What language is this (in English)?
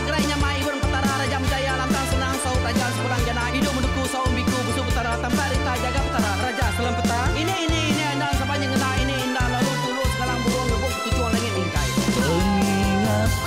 Iban